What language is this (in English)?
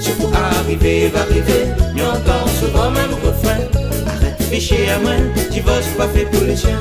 Réunion Creole French